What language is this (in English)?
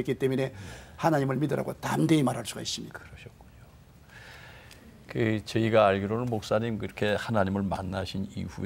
Korean